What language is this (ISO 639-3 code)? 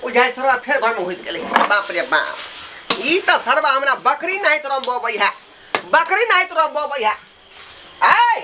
mai